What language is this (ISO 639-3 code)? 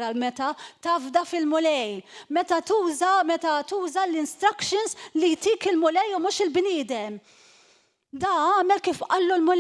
mlt